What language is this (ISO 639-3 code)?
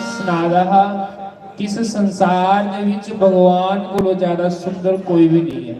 doi